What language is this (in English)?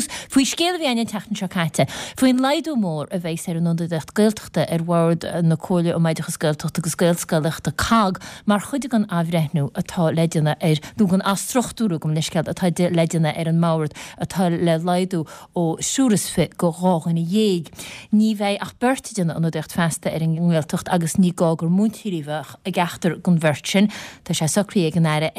Irish